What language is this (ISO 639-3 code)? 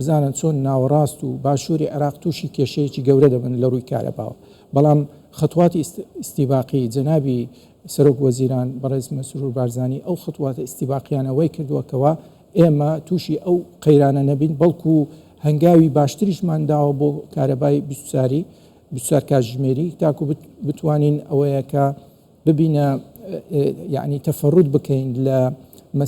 ckb